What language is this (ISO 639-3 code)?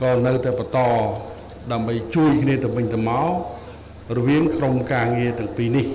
khm